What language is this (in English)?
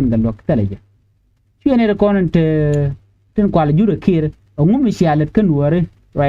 Nuer